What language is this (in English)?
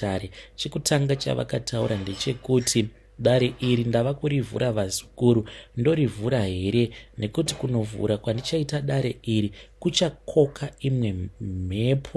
Shona